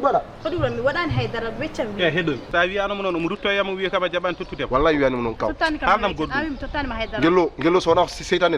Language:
Fula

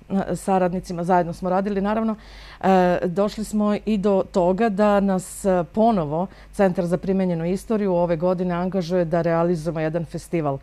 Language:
Serbian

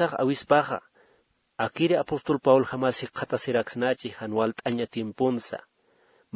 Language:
Aymara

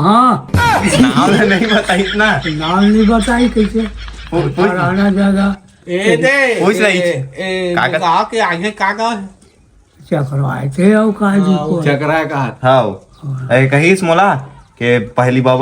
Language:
Chhattisgarhi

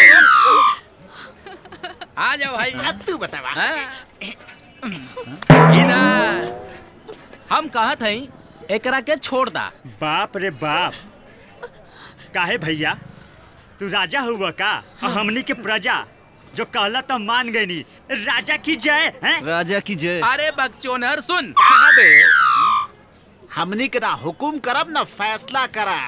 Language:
Bhojpuri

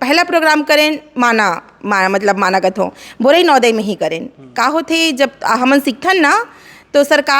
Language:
Chhattisgarhi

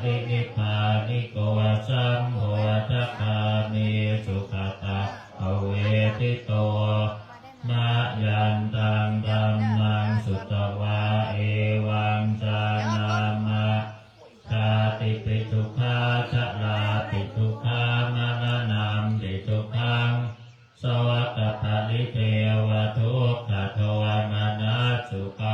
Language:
Pali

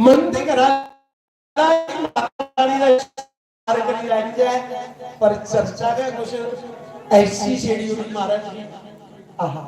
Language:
Dogri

